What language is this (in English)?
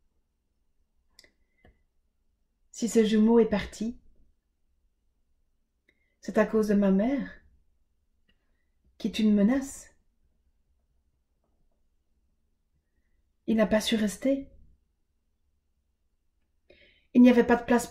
French